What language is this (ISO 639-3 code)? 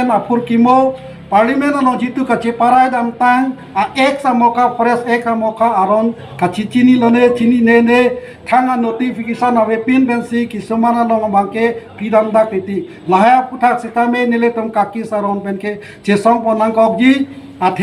mjw